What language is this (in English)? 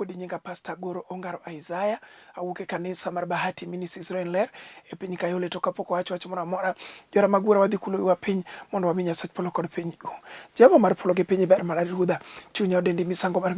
Luo (Kenya and Tanzania)